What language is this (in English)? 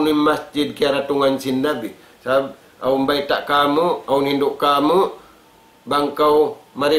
Tausug